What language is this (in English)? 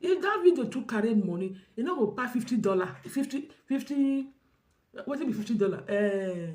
Nigerian Pidgin